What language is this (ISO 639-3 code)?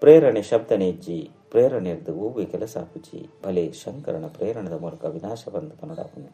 tcy